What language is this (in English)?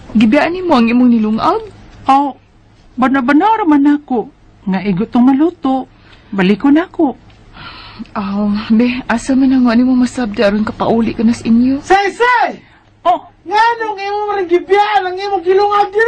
Cebuano